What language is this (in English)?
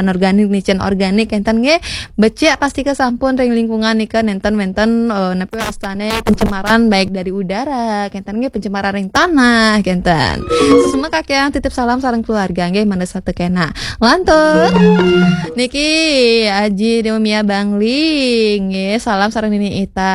Balinese